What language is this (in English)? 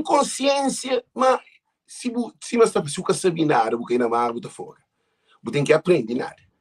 Kabuverdianu